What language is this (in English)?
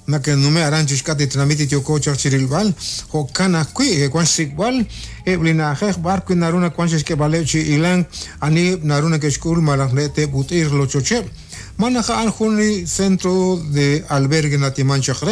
Kekchí